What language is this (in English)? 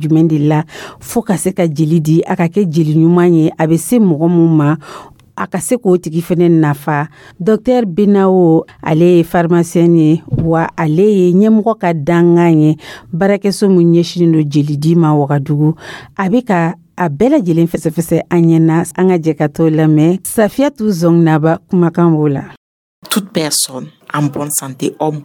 Dyula